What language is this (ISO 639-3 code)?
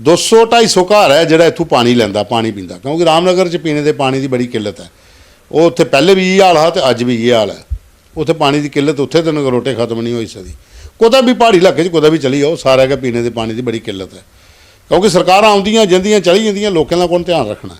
doi